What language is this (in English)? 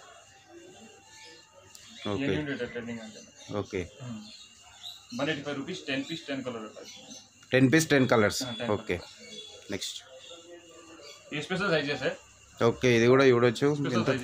Telugu